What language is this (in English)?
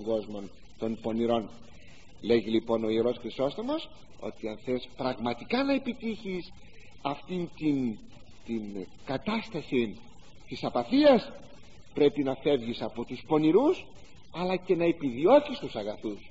Greek